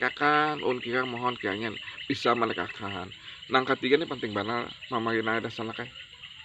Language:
Banjar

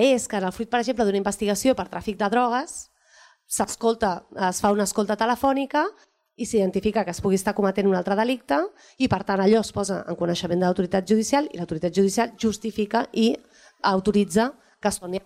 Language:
Catalan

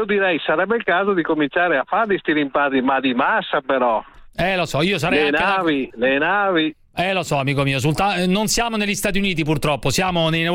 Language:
Italian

